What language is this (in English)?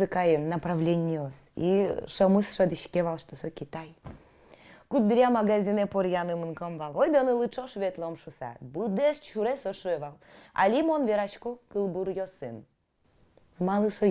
Udmurt